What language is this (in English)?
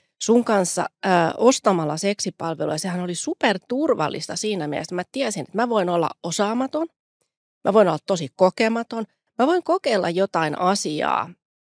Finnish